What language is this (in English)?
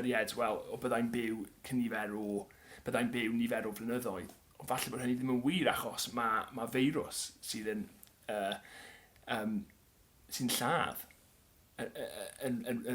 Welsh